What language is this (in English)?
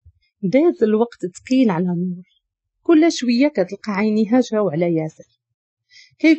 Moroccan Arabic